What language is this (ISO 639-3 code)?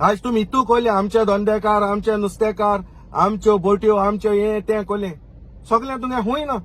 kok